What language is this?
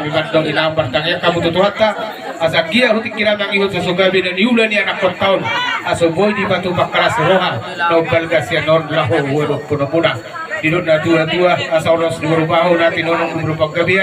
Batak Toba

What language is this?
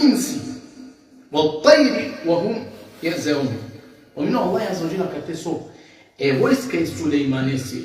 Balkan Romani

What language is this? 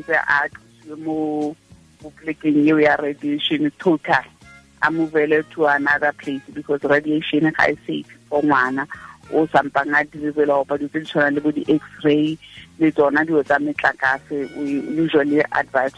Tswana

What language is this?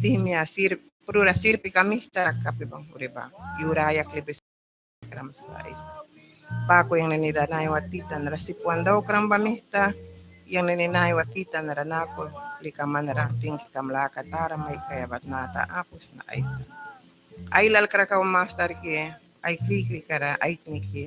Mískito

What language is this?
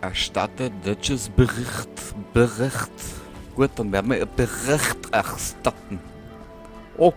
Bavarian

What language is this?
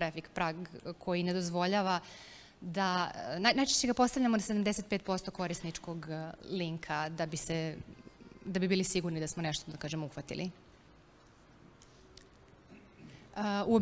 Serbian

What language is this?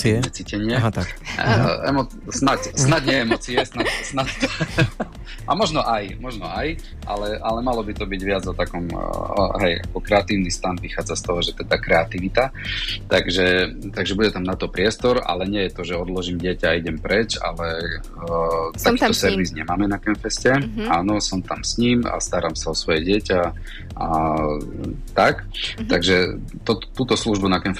Slovak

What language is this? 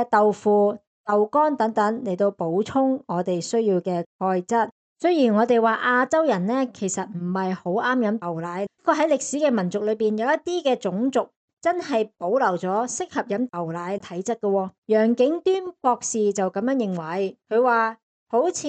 Cantonese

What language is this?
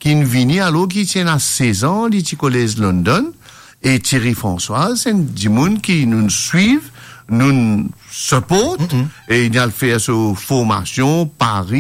Morisyen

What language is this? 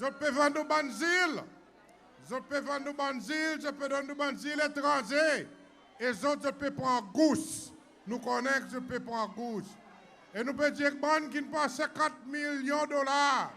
Seselwa Creole French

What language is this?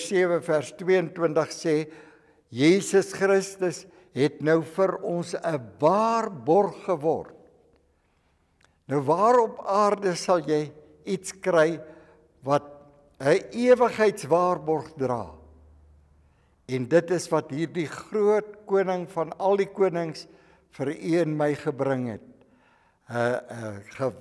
Afrikaans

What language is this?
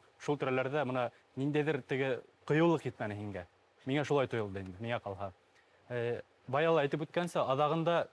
Bashkir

